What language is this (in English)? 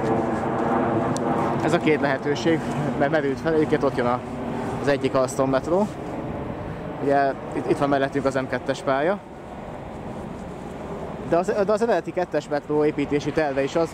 Hungarian